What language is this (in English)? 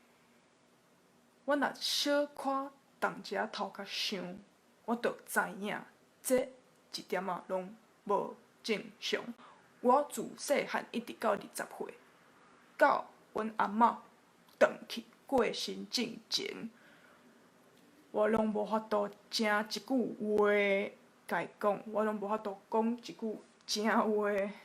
Min Nan Chinese